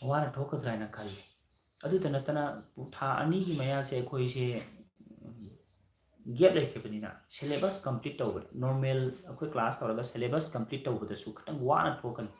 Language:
Manipuri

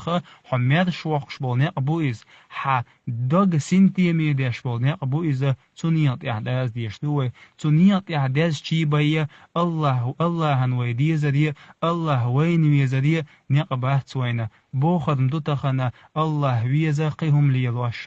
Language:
Chechen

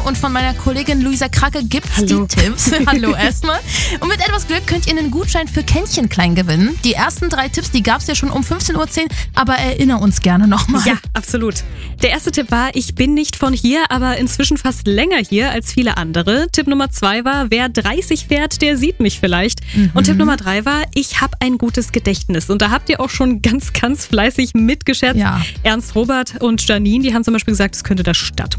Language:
German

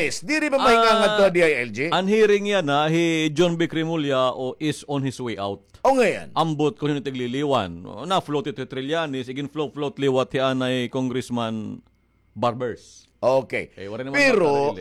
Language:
Waray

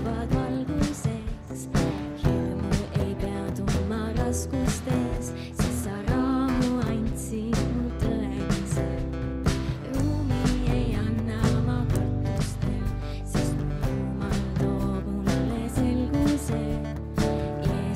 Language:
Estonian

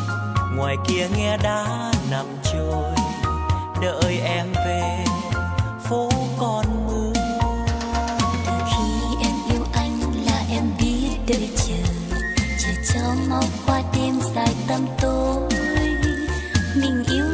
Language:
Vietnamese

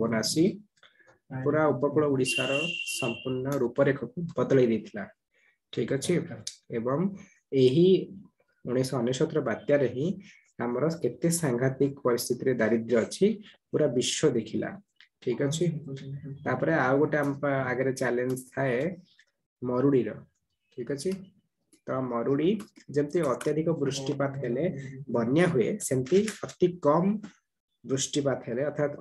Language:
Odia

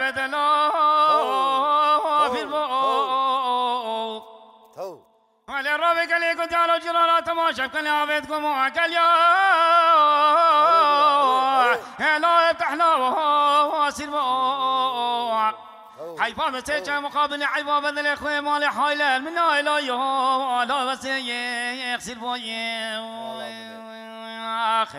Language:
Kurdish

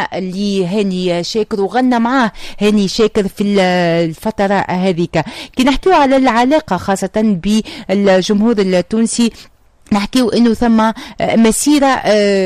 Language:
Tunisian Arabic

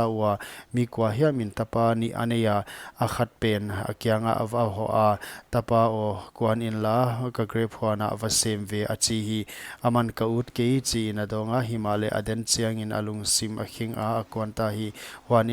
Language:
Paite Chin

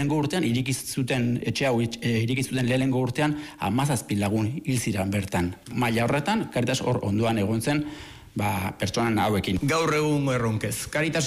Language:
Basque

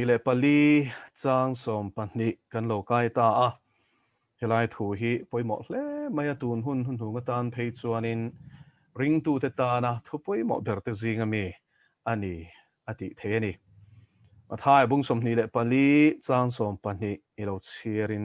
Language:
Mizo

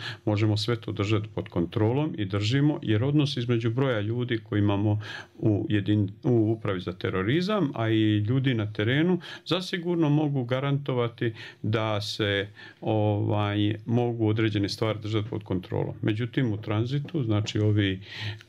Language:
Bosnian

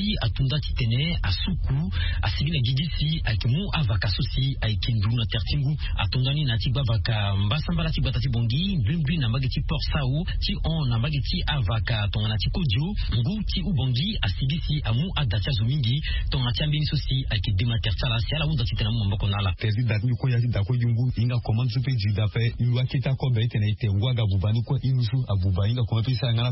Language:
Sango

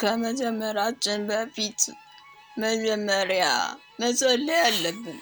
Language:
Amharic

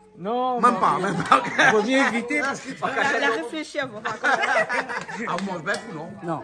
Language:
Réunion Creole French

